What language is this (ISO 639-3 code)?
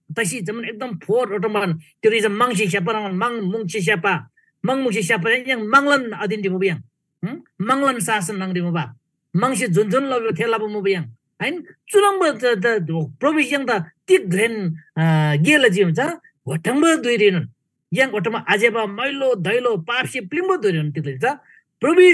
taj